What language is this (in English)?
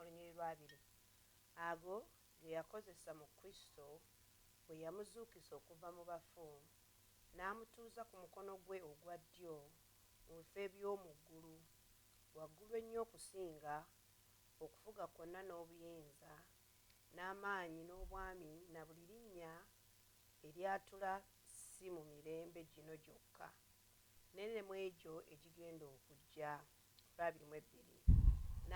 Ganda